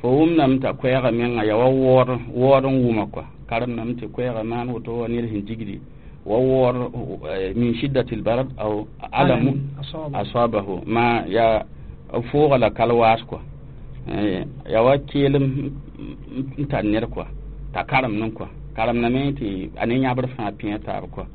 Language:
Mossi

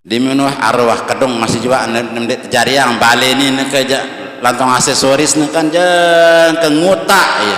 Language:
Sasak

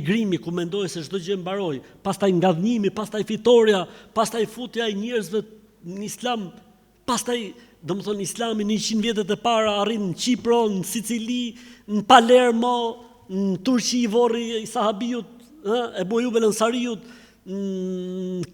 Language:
Albanian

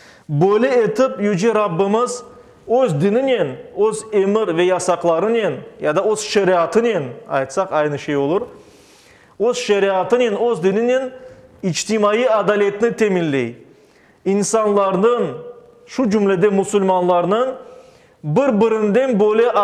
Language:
Crimean Tatar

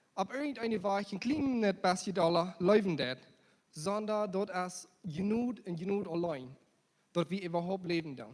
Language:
Plautdietsch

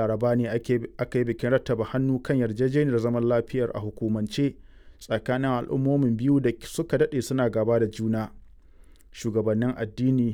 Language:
Hausa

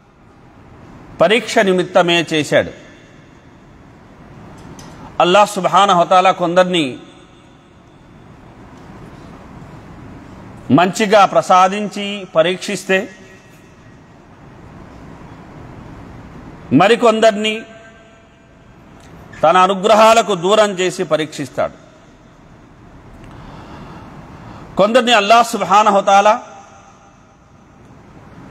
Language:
Telugu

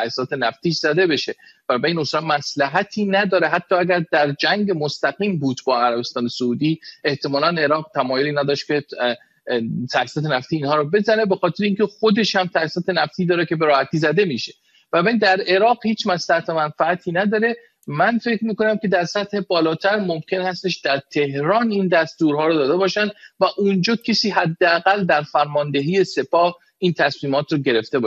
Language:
Persian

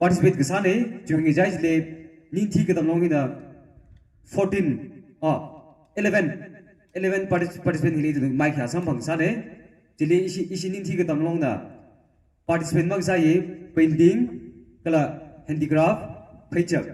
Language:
Tangkhul Naga (India)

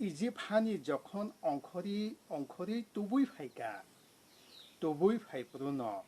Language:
Kok Borok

